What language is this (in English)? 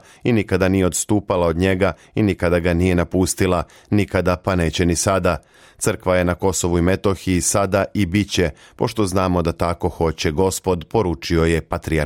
Serbian